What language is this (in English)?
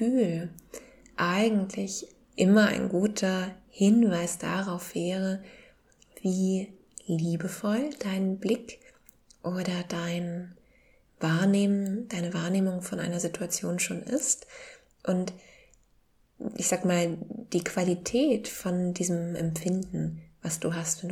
German